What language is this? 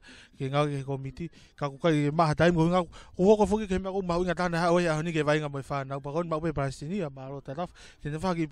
Tongan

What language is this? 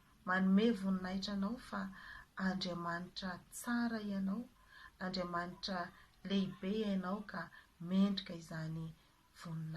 Malagasy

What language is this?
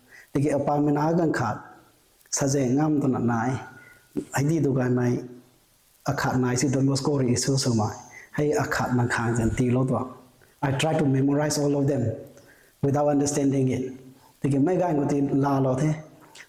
Rongmei Naga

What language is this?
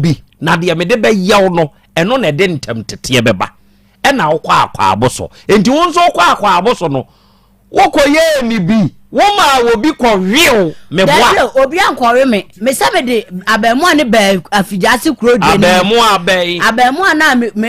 Akan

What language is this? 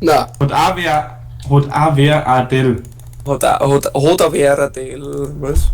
Bavarian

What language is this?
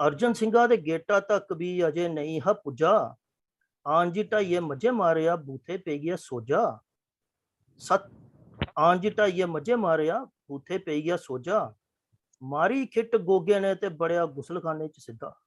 Dogri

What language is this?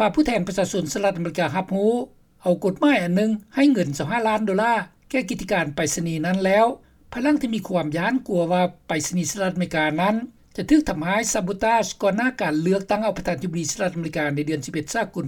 Lao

